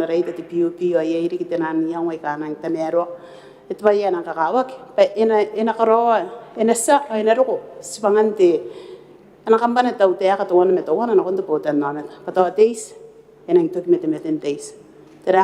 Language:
Gilbertese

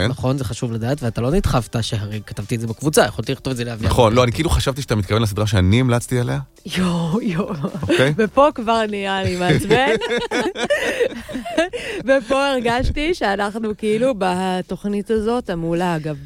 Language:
Hebrew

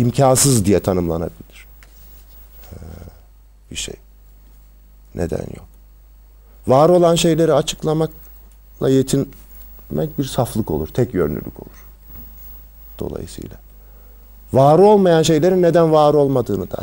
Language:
Turkish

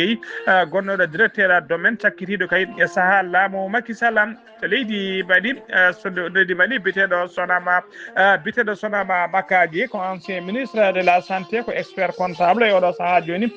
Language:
Fula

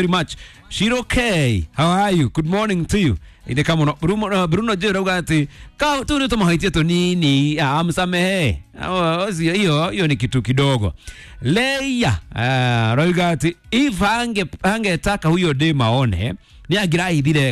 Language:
Kikuyu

